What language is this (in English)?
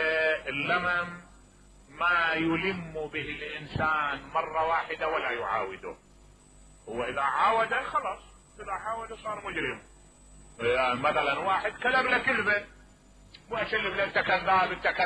Mesopotamian Arabic